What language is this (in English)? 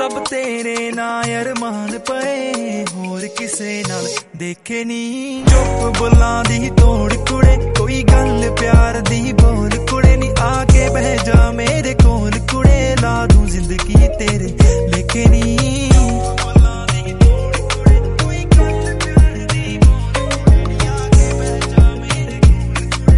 Punjabi